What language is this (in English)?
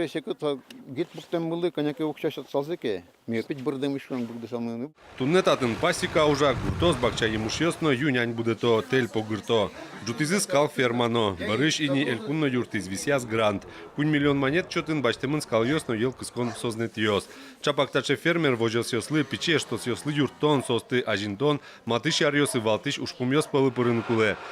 Udmurt